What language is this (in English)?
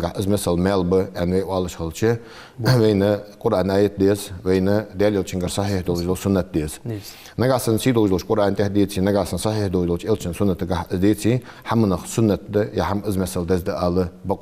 Ingush